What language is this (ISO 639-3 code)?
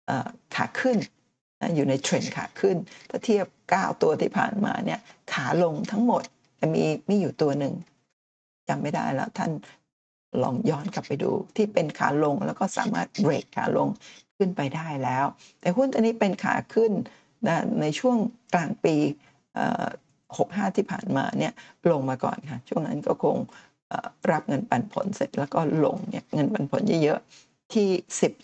tha